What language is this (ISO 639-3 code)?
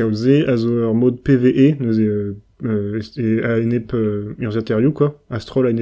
bre